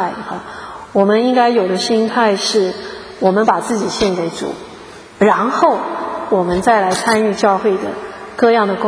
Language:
Chinese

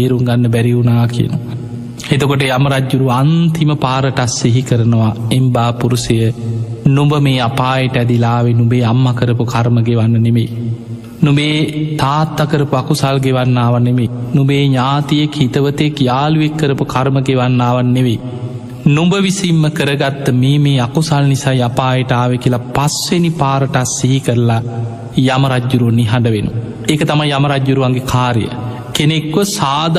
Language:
Sinhala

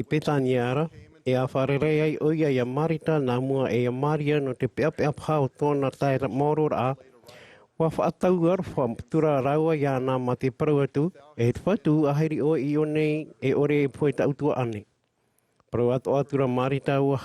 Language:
Tahitian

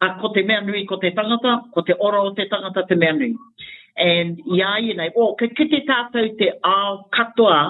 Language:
Māori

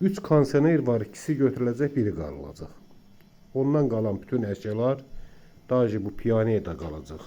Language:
Azerbaijani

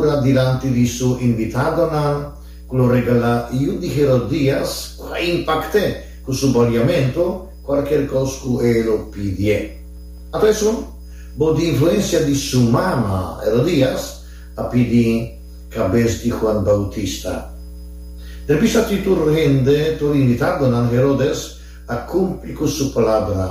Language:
Papiamento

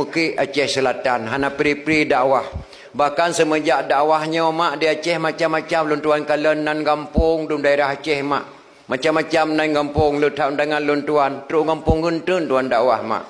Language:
Achinese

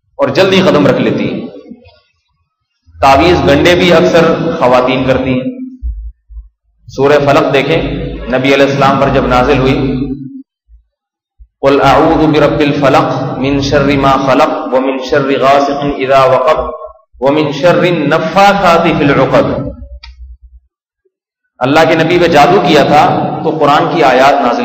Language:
Urdu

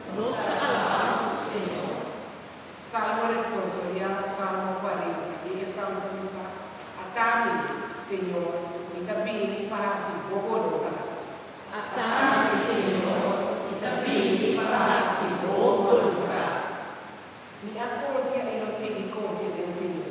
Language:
Papiamento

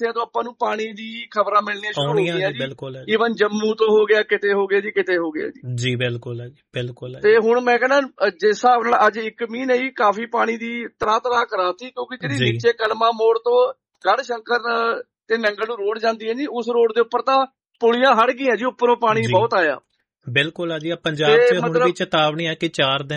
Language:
Punjabi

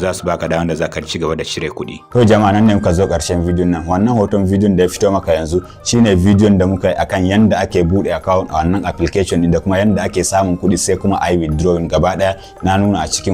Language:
Hausa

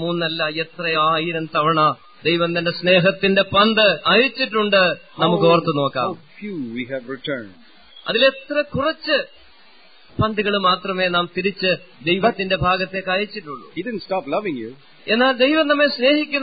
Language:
Malayalam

